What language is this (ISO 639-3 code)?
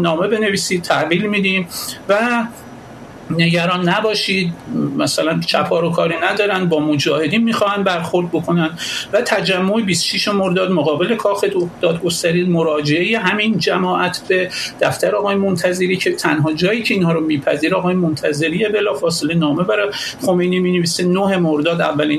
fas